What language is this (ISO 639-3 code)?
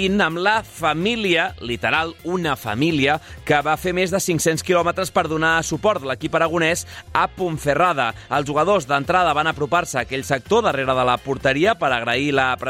cat